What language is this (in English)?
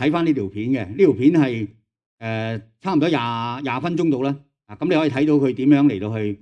Cantonese